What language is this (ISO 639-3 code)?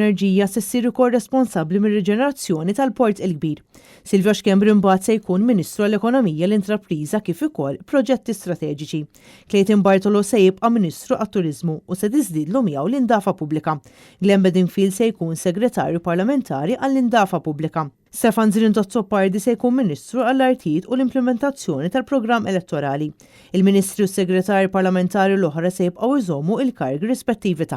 mlt